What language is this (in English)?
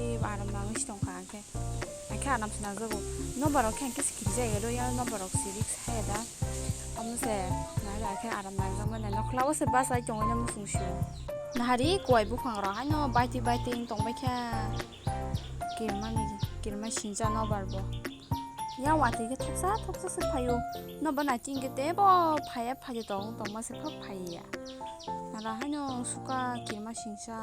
Kok Borok